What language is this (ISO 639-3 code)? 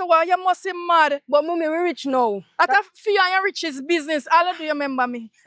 jam